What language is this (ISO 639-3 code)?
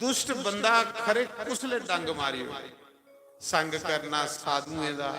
doi